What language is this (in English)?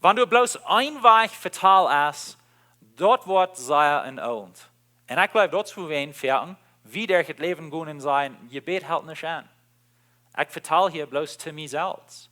Plautdietsch